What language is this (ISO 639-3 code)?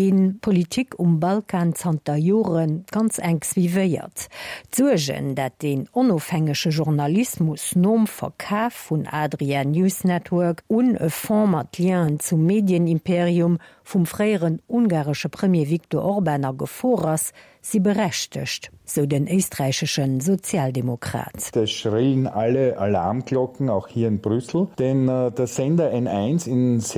ltz